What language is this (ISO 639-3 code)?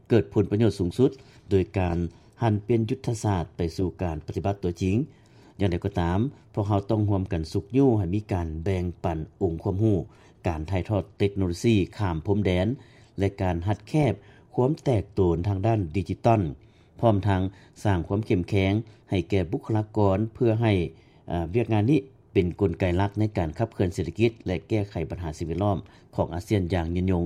lao